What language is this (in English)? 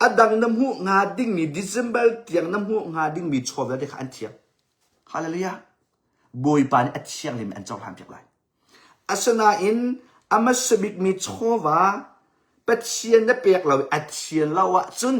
Hakha Chin